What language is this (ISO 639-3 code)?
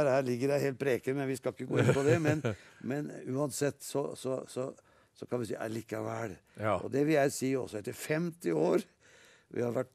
nor